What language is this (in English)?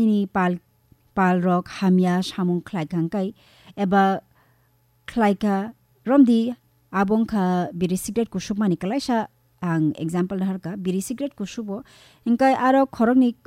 Kok Borok